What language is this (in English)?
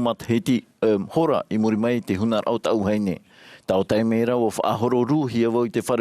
Tahitian